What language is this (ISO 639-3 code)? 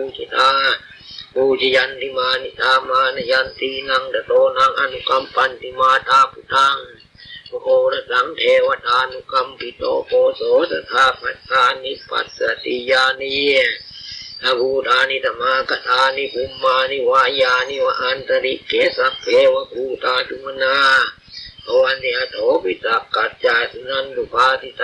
pli